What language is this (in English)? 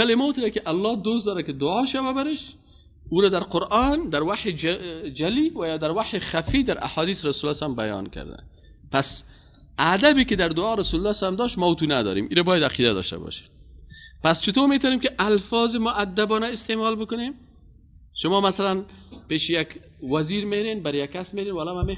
Persian